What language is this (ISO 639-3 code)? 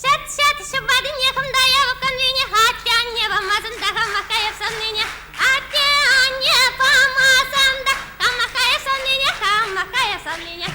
chv